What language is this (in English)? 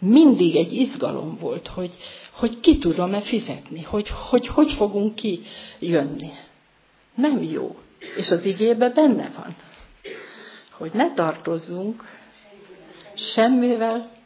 Hungarian